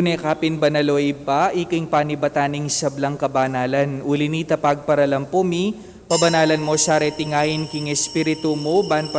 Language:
Pampanga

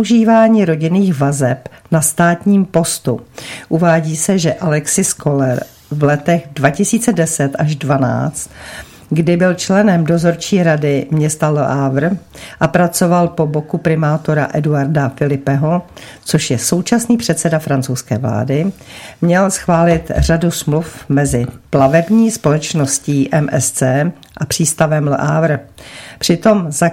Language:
Czech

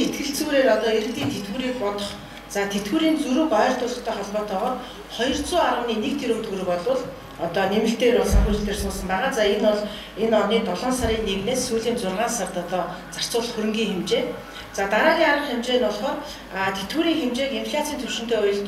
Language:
Mongolian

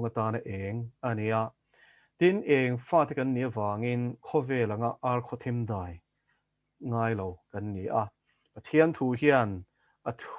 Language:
Mizo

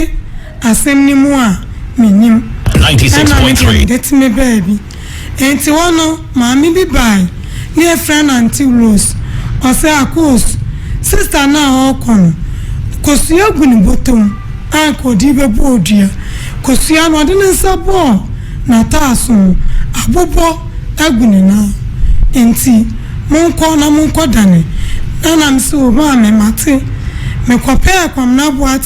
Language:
Akan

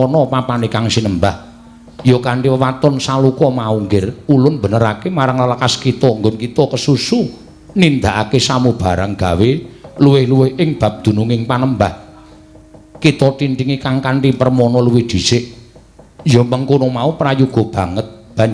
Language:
Javanese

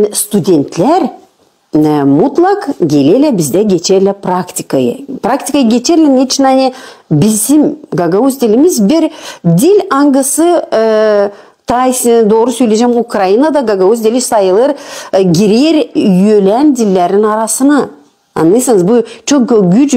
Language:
Gagauz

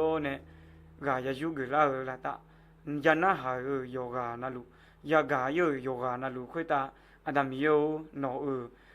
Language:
Akha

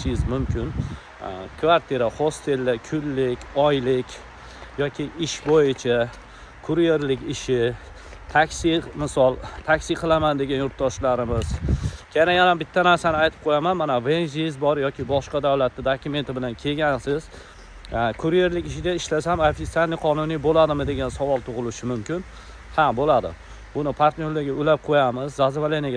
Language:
Uzbek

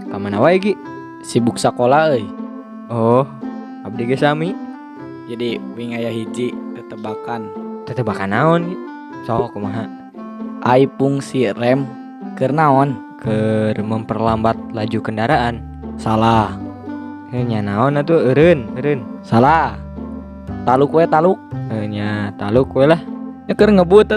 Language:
Sundanese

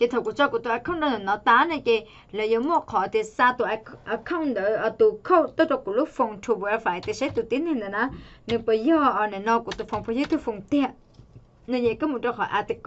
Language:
Hmong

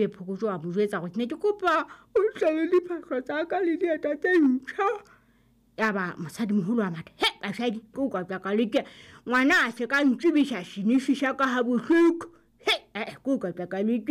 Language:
Southern Sotho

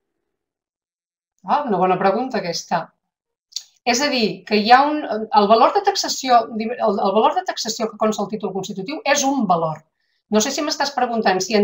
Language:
Catalan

